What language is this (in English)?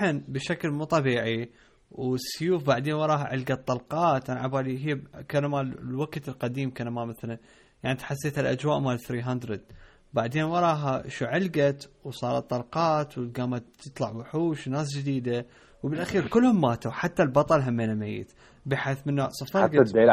Mesopotamian Arabic